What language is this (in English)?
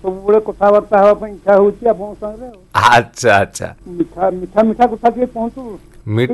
Odia